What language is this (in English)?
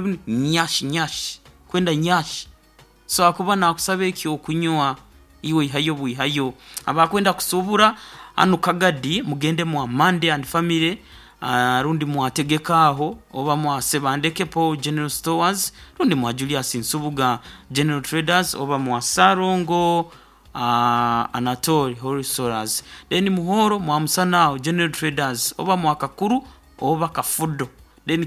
Nyoro